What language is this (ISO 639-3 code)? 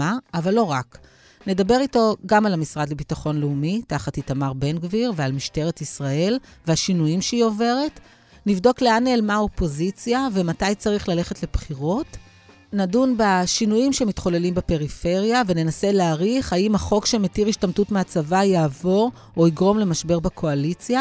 heb